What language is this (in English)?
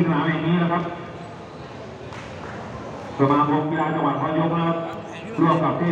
Thai